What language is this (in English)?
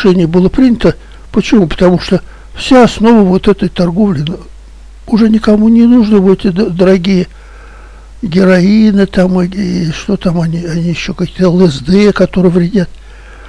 Russian